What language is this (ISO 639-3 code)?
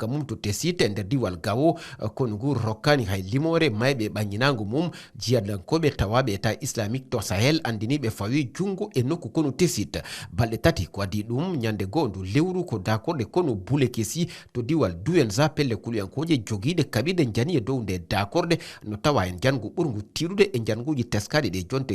ful